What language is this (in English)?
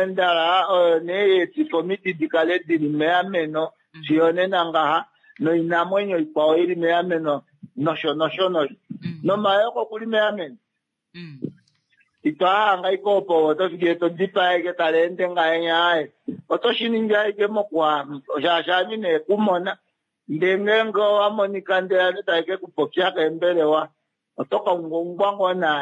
Kuanyama